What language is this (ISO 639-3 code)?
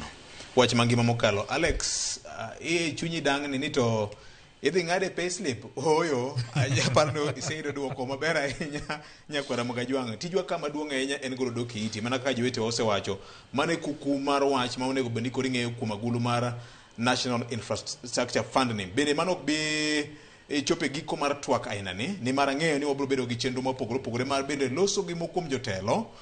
luo